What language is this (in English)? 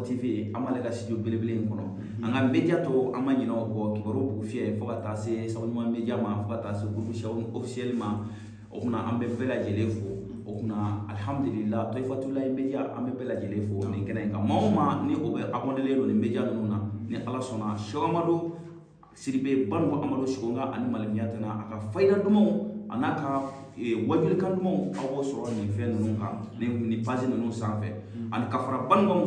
Bambara